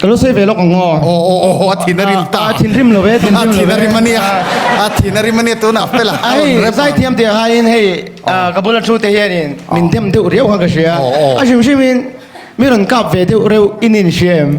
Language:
Mizo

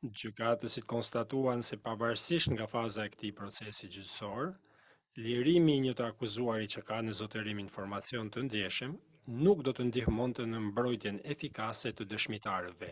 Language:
Albanian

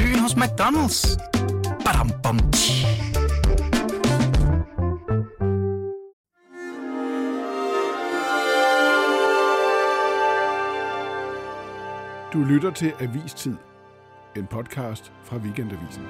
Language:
Danish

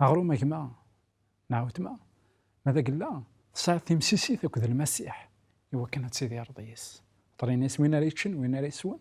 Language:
Kabyle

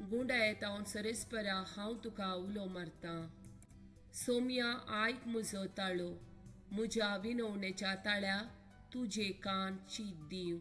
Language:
Konkani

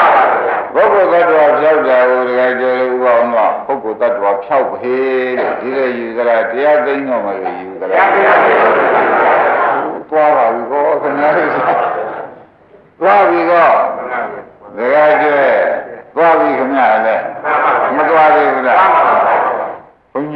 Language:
Burmese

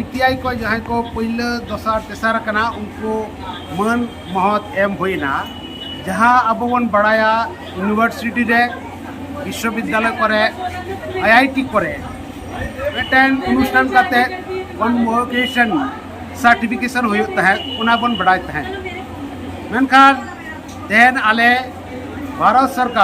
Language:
Santali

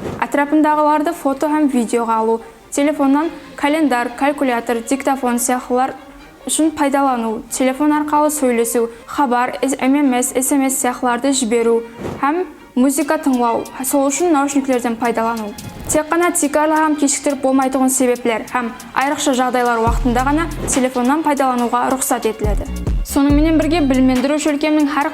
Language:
Kara-Kalpak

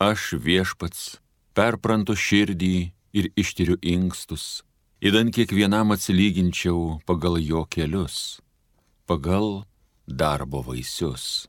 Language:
Lithuanian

